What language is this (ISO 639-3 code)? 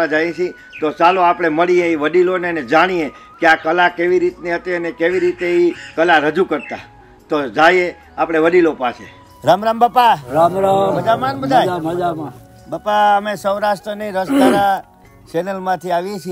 guj